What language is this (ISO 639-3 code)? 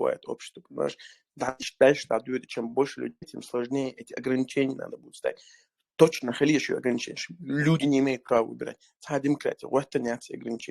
che